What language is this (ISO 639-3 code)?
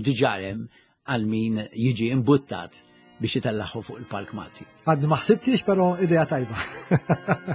mlt